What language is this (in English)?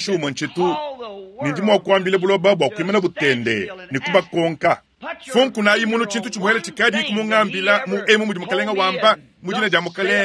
Luba-Lulua